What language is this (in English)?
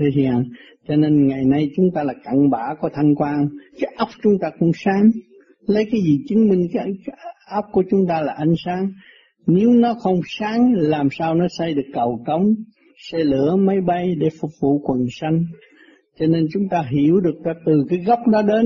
Vietnamese